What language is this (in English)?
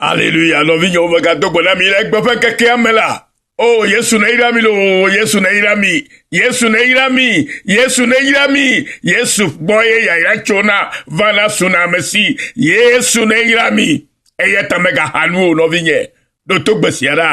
Ewe